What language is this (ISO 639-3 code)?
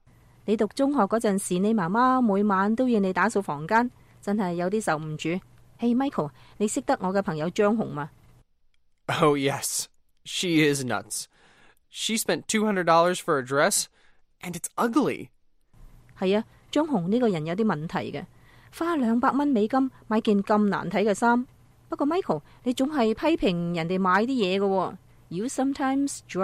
yue